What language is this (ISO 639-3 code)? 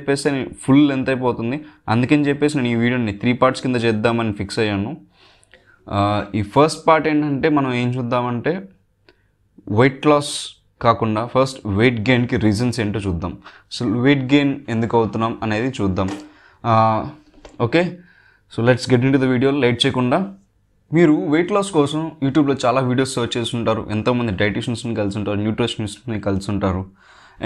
tel